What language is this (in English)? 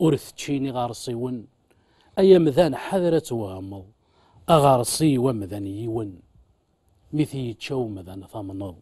Kabyle